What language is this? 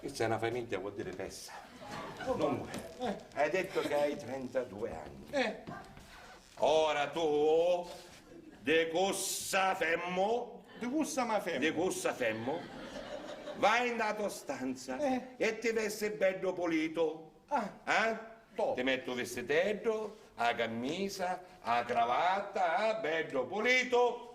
Sicilian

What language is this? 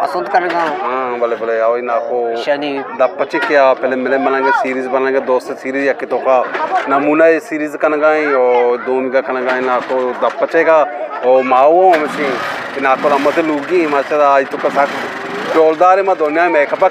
Eastern Balochi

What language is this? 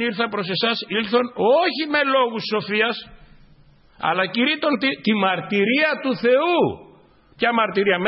Greek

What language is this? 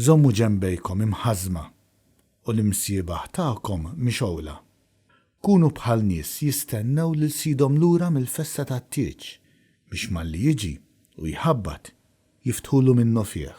Maltese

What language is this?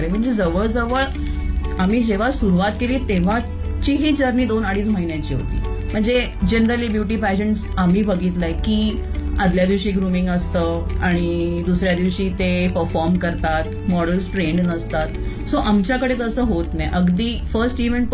Marathi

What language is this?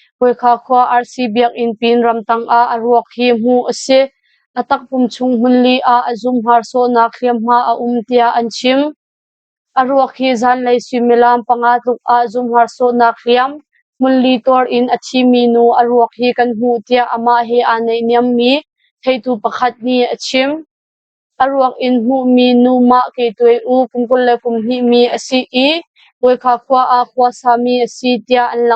Hakha Chin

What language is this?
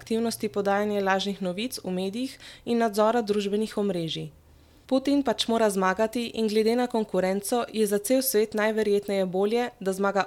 Slovenian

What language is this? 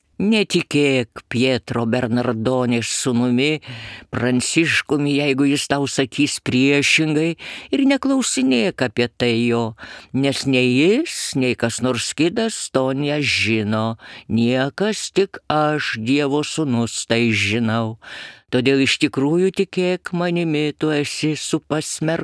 Lithuanian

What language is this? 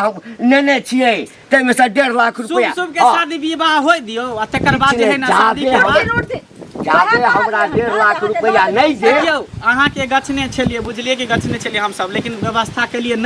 Maithili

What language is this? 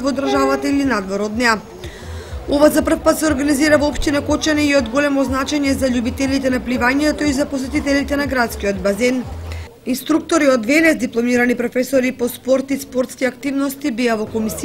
Macedonian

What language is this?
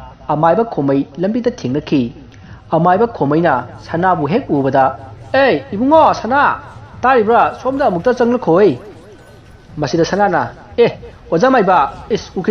Manipuri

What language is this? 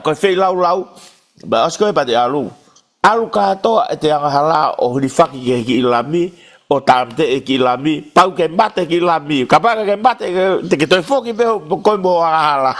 Tongan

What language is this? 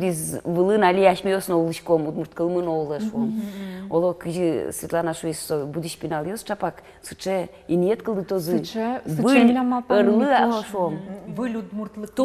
Udmurt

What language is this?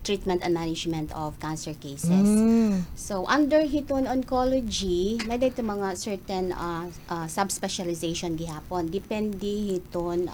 Waray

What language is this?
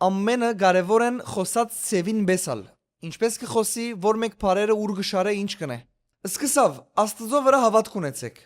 Western Armenian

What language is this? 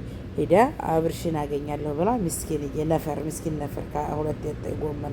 Amharic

